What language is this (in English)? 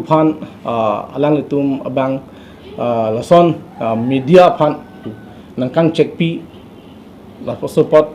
Karbi